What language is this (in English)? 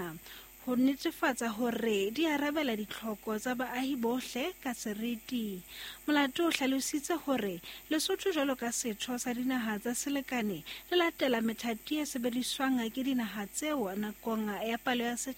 Southern Sotho